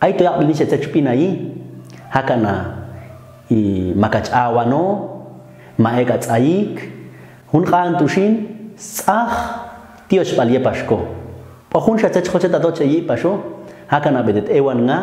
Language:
Popti'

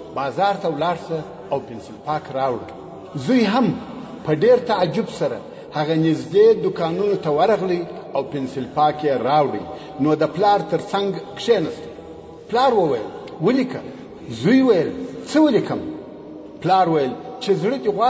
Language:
Pashto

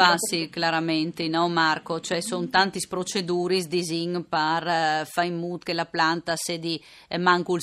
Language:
Friulian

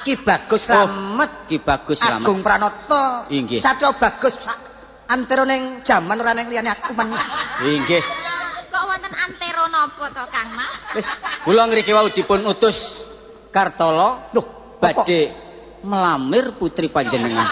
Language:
Javanese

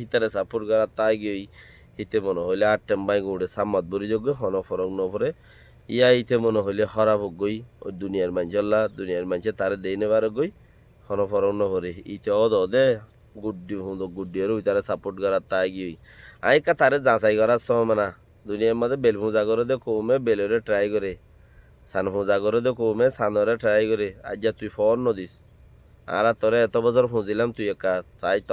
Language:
Rohingya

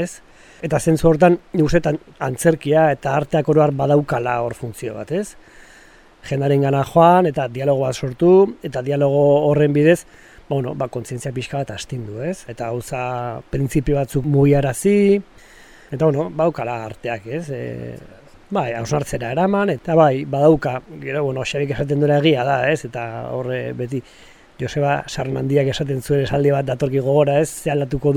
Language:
Basque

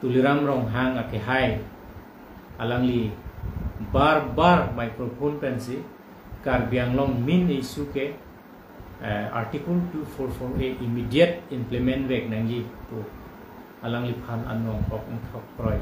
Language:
Karbi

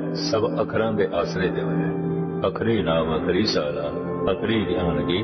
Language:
Punjabi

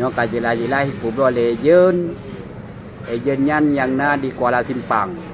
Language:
Achinese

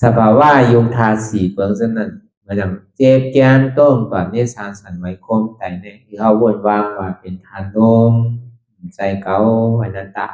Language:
Shan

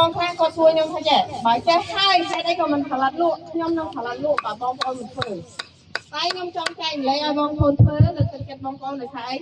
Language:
Khmer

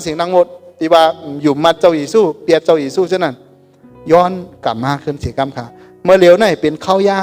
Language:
Shan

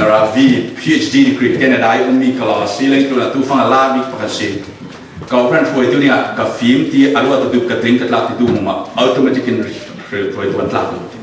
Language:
Falam Chin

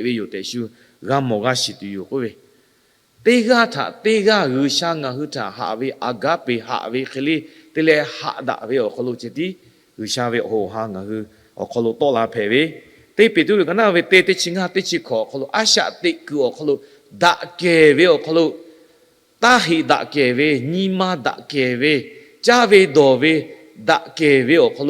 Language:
Lahu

